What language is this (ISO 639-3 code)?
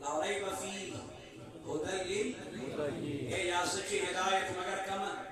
kas